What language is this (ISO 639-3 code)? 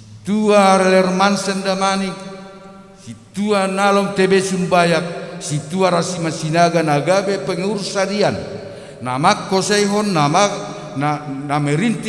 bts